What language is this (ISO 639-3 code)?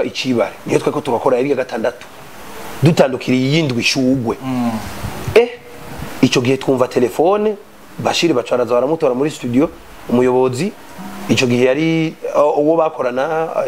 run